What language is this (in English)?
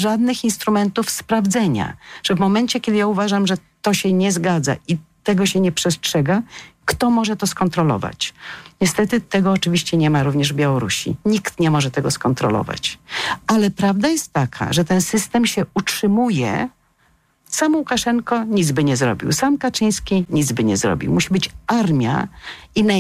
Polish